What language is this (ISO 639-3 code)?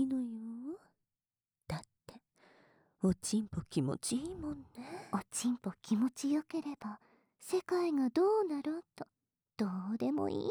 jpn